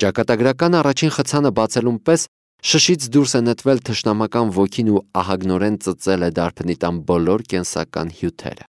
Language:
Armenian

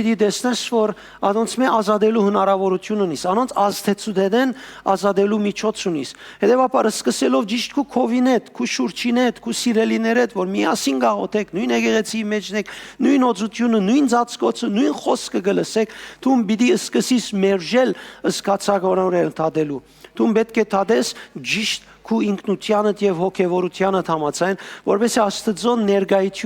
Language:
Western Armenian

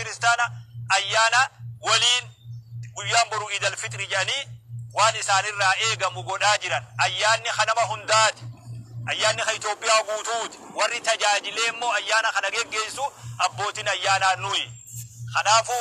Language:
Oromo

